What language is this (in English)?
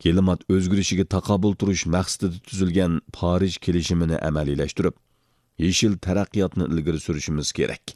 Uyghur